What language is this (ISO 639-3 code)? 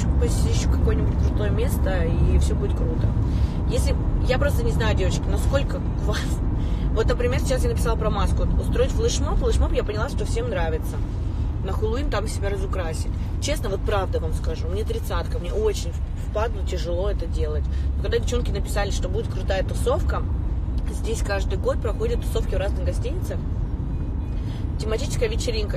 rus